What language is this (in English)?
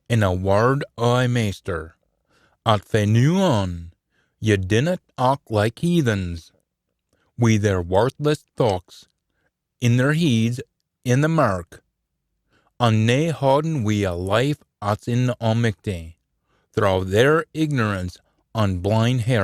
Scots